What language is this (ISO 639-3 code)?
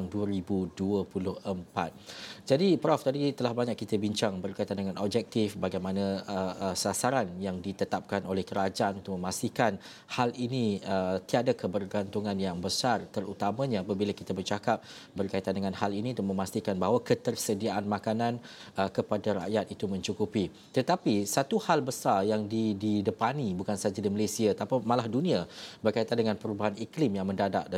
msa